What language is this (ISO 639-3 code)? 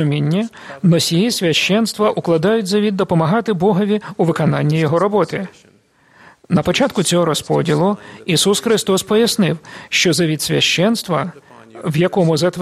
ukr